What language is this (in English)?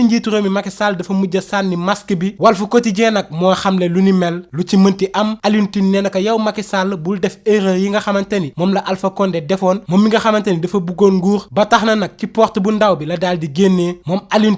Wolof